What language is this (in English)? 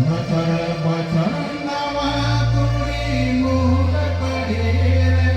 Santali